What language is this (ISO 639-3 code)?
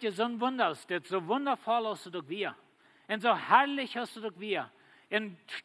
pdt